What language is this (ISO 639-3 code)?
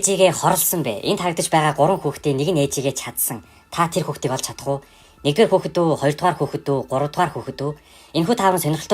mon